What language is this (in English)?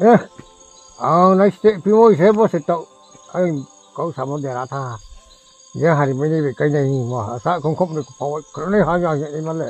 Riang (India)